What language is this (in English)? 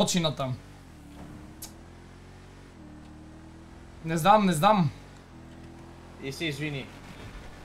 Bulgarian